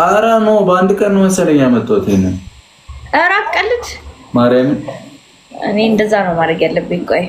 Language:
Amharic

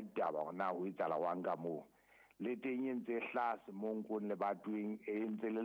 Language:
Southern Sotho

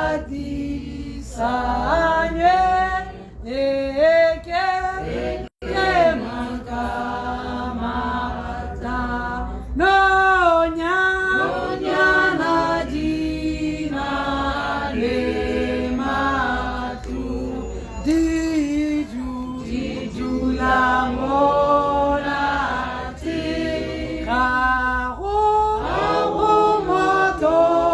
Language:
Tswana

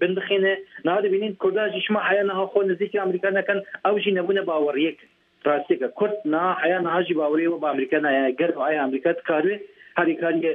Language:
Kurdish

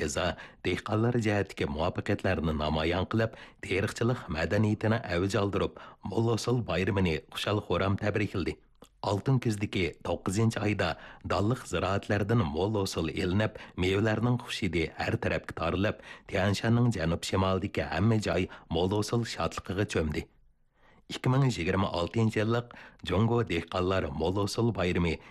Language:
Uyghur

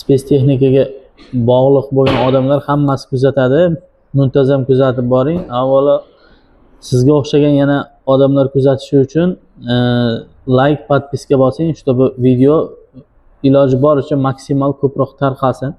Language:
Uzbek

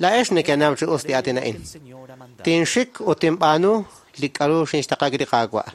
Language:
Kekchí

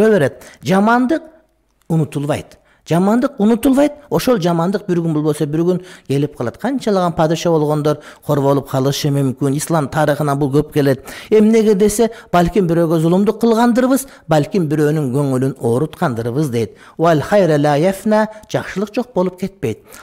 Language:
Kyrgyz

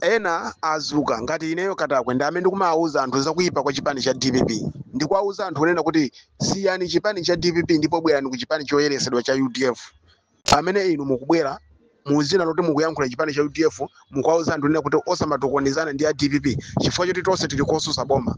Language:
Nyanja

